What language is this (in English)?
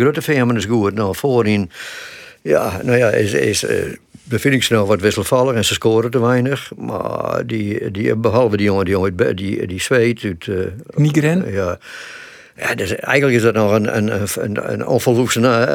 Western Frisian